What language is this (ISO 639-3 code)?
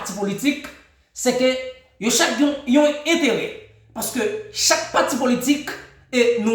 hat